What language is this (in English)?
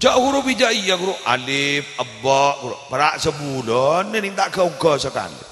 Madurese